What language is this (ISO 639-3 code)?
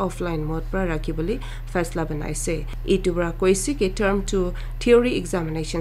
nag